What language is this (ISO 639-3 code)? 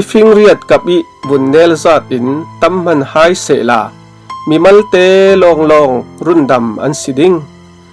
cfm